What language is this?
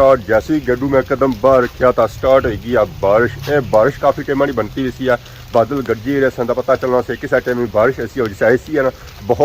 Pahari-Potwari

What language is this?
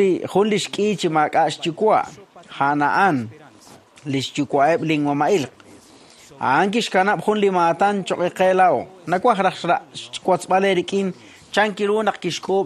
Kekchí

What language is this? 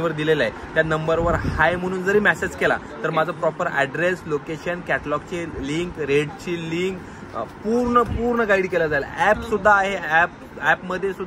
Marathi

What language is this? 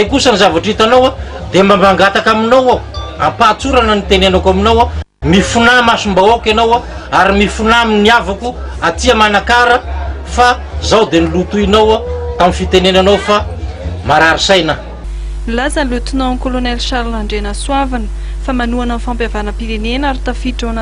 Malagasy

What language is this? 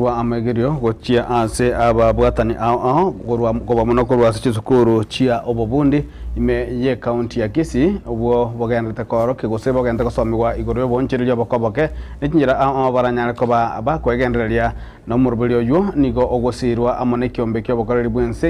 Gusii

